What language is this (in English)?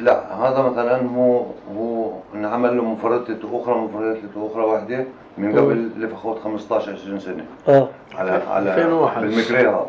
North Levantine Arabic